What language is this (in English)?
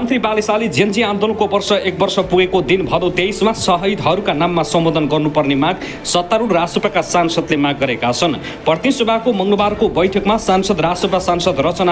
Nepali